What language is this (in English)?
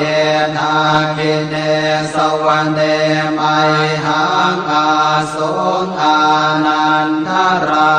Pali